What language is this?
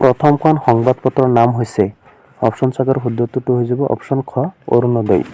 Assamese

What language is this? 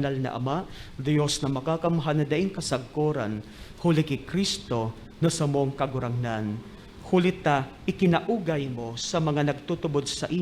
Bikol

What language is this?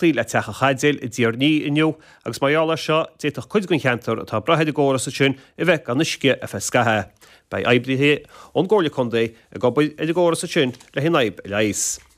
Irish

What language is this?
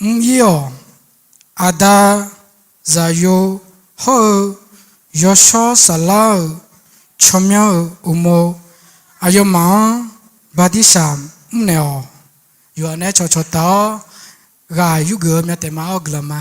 Akha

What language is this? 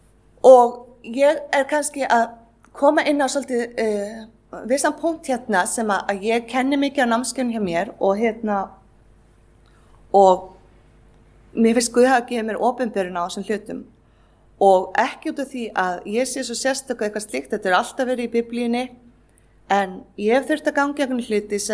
Icelandic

